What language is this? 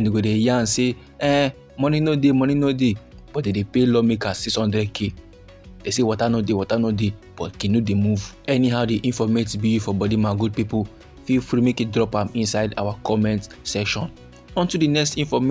Nigerian Pidgin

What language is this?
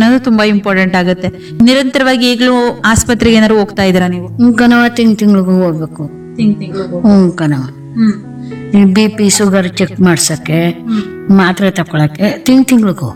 Kannada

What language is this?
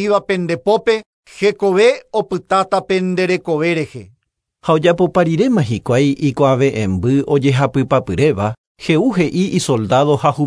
Guarani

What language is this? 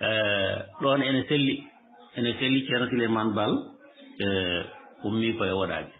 Fula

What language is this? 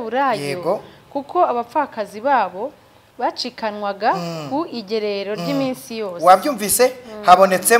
Kinyarwanda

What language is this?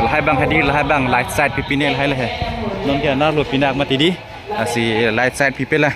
Karbi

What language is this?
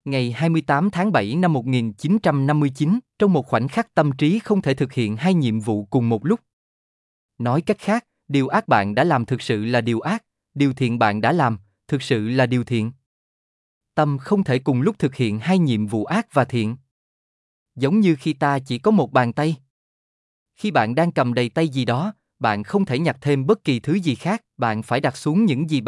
Vietnamese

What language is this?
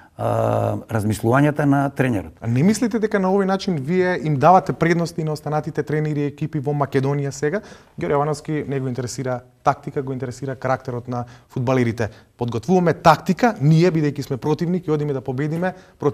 Macedonian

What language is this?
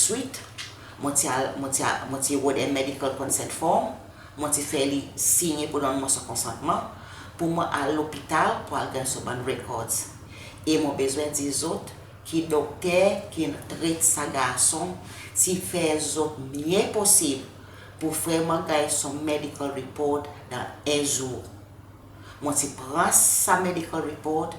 Seselwa Creole French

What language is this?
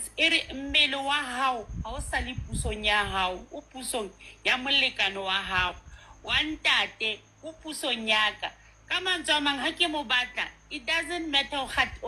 Southern Sotho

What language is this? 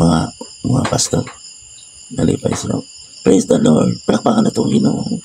Cebuano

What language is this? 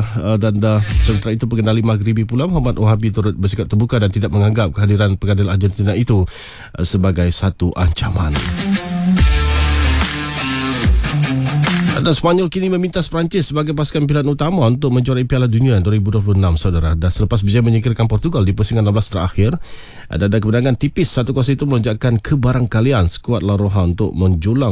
Malay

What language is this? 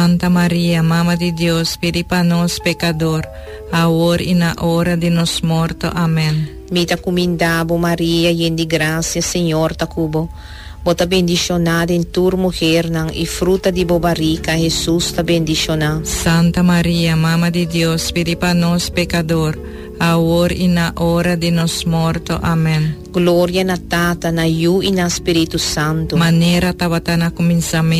Papiamento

